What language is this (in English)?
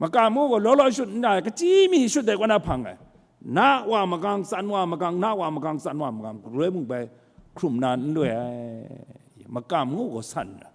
Kachin